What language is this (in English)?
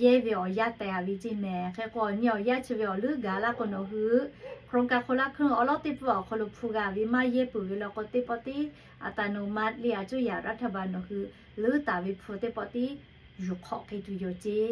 Lahu